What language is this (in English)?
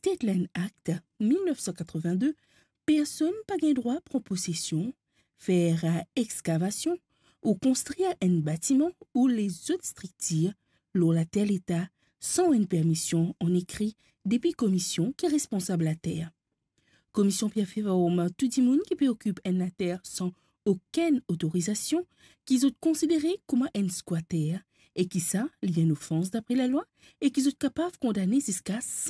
Morisyen